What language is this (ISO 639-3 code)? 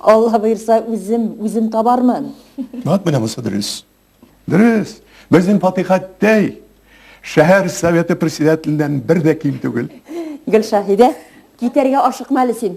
tat